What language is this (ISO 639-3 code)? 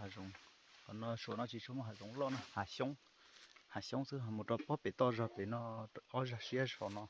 hmn